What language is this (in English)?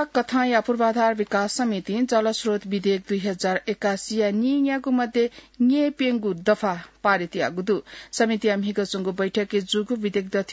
Newari